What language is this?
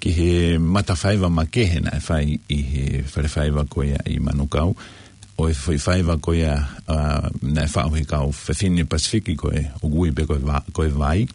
Tongan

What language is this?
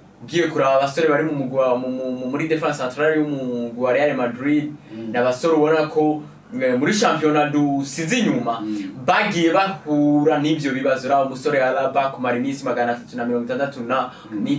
Rundi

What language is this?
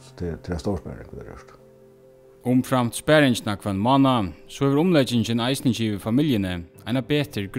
Faroese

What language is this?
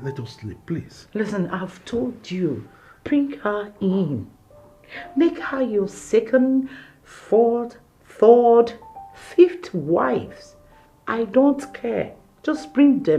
Nigerian Pidgin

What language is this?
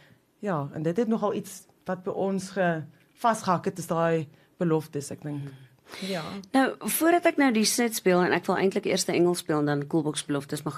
Afrikaans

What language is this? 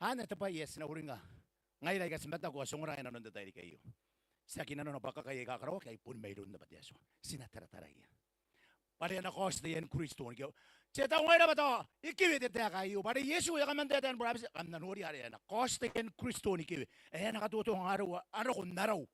Gilbertese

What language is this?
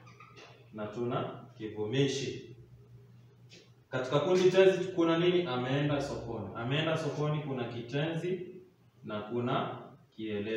Swahili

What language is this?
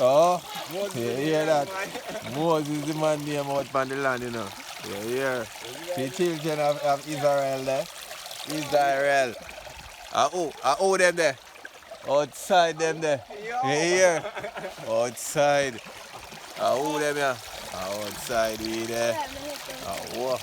Jamaican Creole English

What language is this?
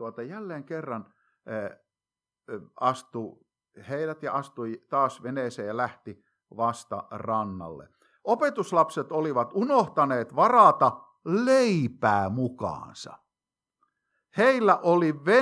Finnish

